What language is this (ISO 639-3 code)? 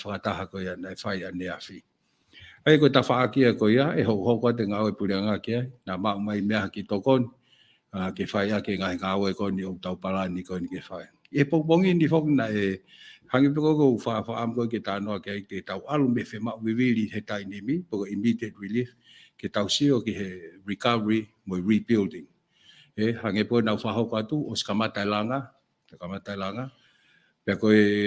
ton